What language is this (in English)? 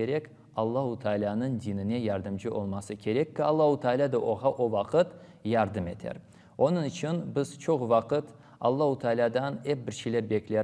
Crimean Tatar